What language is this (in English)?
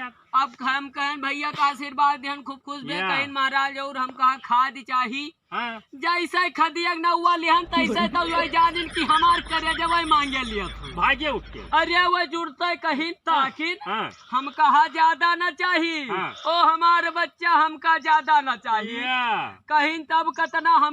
Awadhi